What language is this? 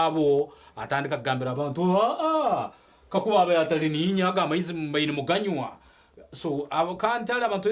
Nyankole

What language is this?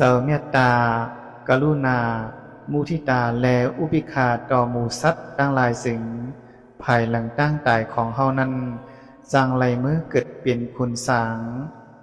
Lao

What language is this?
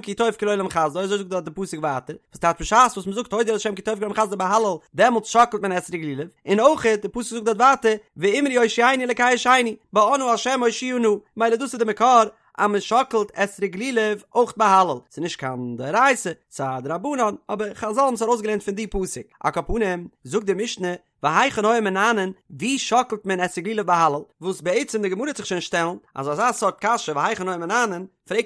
Yiddish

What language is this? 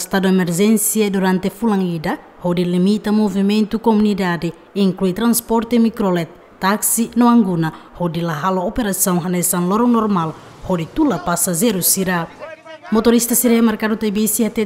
Tetum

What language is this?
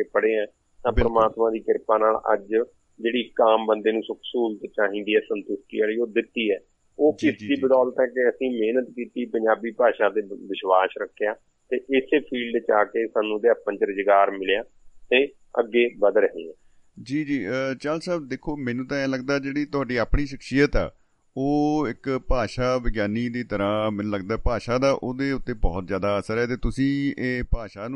Punjabi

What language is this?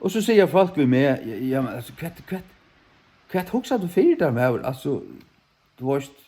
Faroese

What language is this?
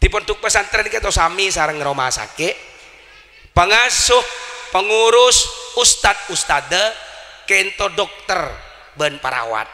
Madurese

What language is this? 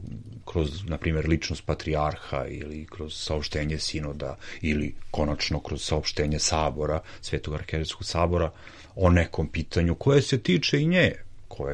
Serbian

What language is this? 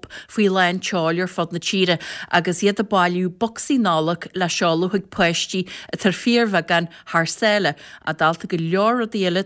Irish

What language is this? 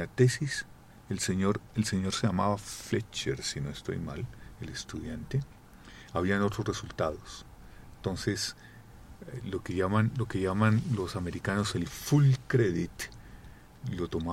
Spanish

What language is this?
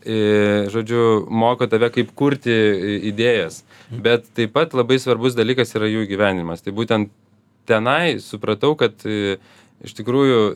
Lithuanian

